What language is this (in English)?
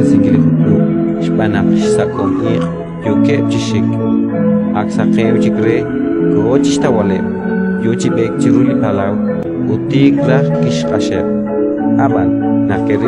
Kekchí